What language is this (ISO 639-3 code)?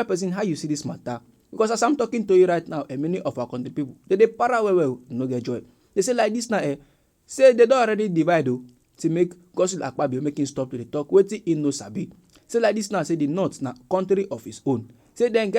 pcm